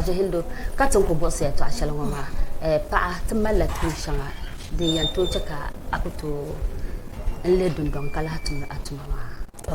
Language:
Dagbani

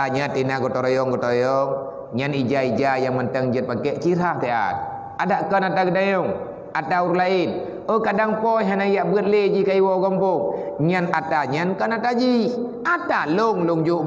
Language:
Achinese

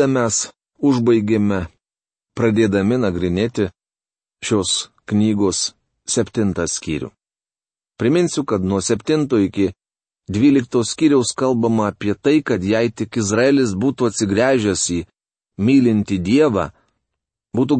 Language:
Lithuanian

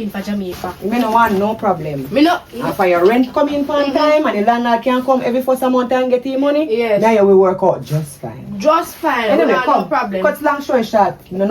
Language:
Jamaican Creole English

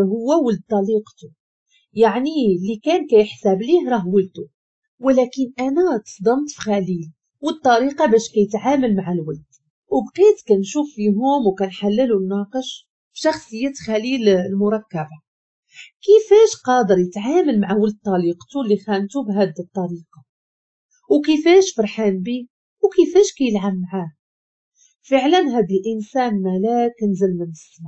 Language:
Moroccan Arabic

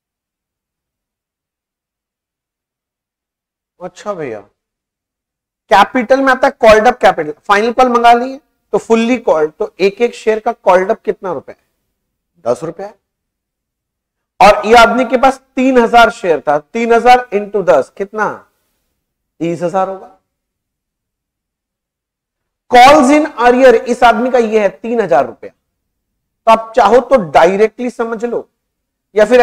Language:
Hindi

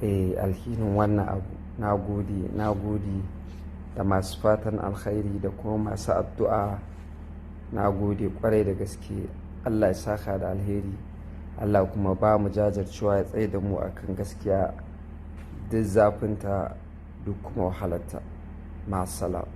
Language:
Hausa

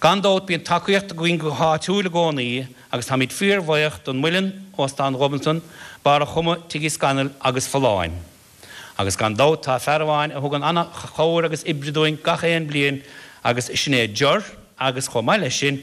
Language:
Irish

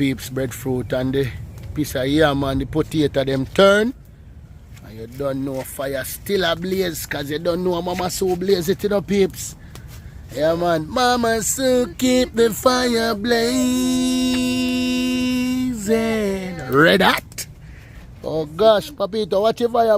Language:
Jamaican Creole English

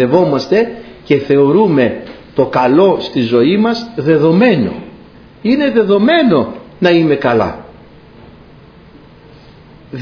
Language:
Greek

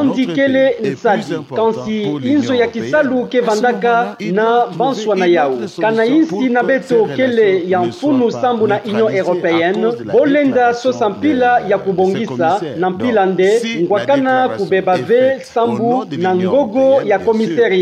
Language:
Kituba (Democratic Republic of Congo)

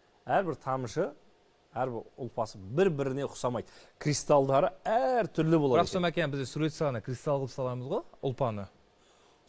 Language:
Kazakh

